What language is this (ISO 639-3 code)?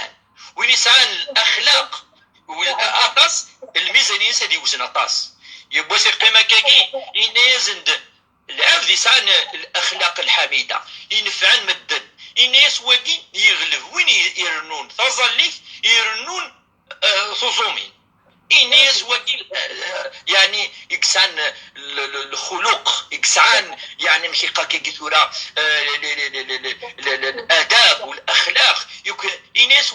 kab